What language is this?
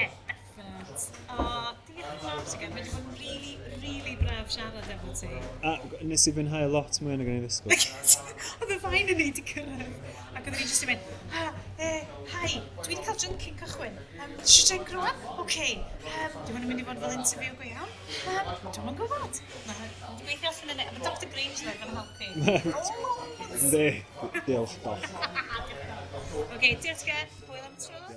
Welsh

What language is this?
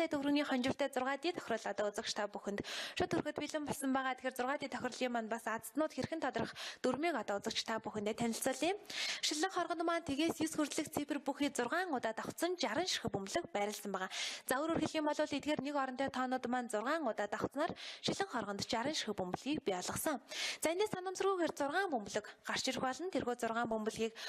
Mongolian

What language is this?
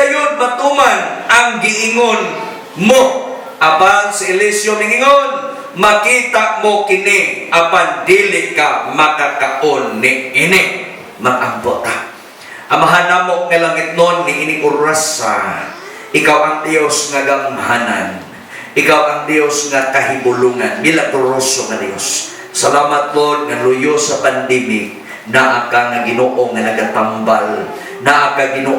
Cebuano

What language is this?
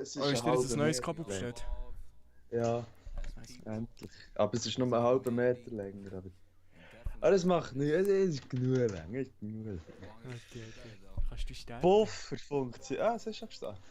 Swiss German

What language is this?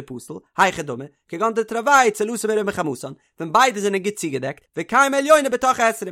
Yiddish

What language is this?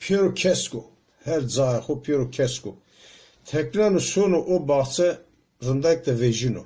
Zaza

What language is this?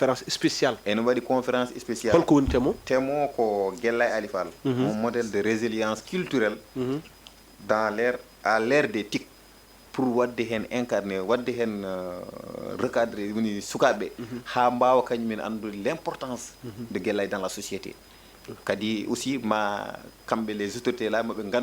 Fula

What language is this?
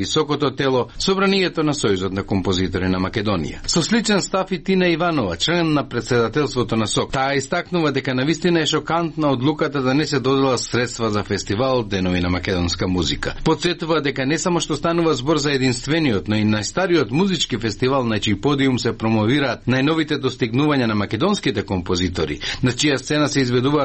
Macedonian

